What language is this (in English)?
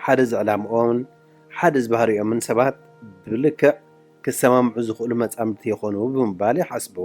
Tigrinya